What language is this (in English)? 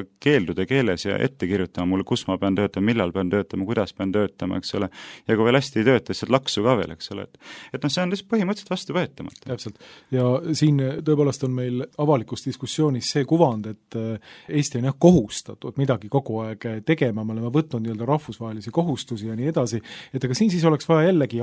Estonian